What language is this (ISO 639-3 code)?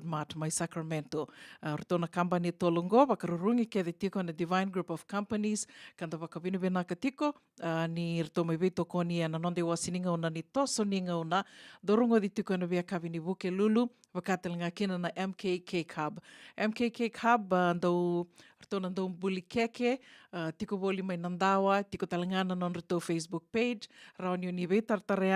fij